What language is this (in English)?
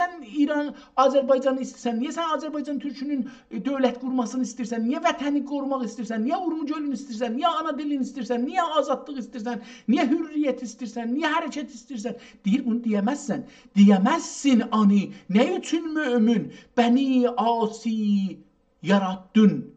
South Azerbaijani